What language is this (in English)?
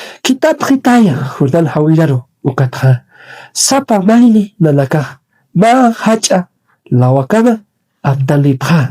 Aymara